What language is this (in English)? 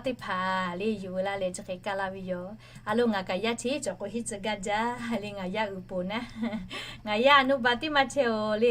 Lahu